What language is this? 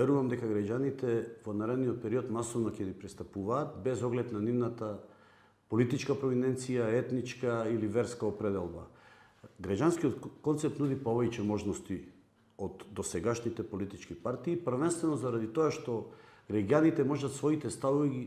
Macedonian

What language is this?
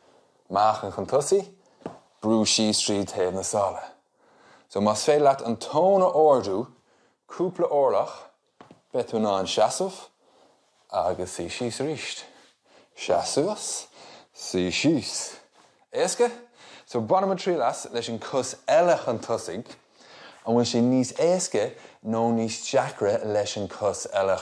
Irish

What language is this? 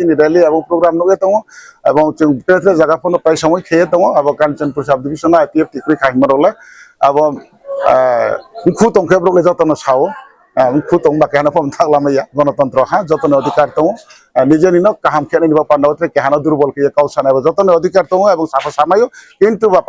Riang (India)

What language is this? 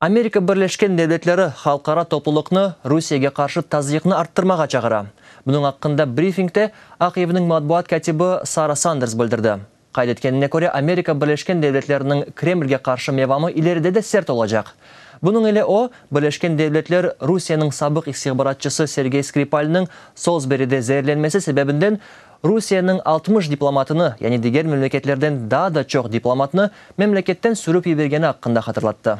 Crimean Tatar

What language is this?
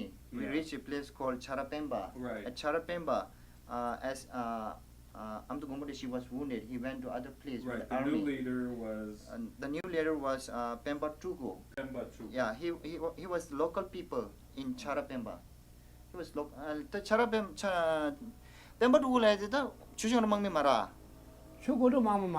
Tibetan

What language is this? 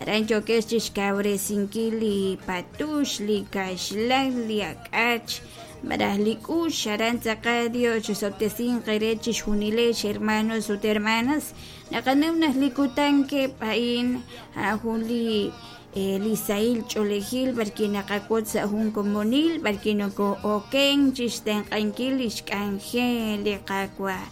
Kekchí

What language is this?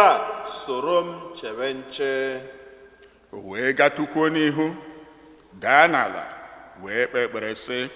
Igbo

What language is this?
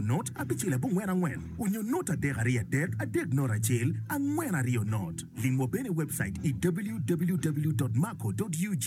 Acoli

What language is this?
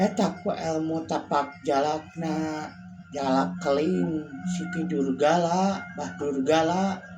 Sundanese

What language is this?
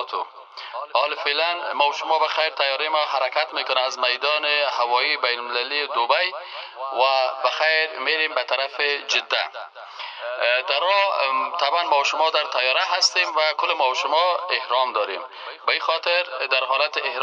Persian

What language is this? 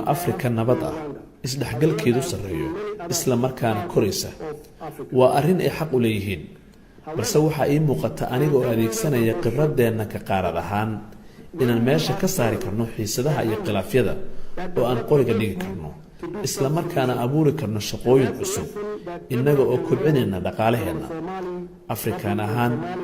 Somali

